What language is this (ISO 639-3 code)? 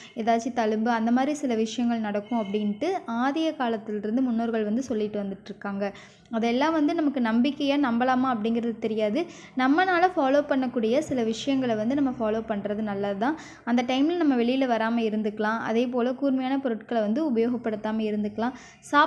tam